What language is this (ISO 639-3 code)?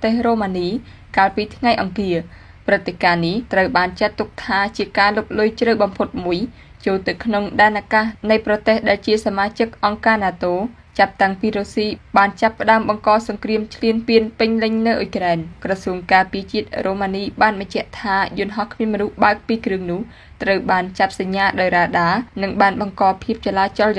khm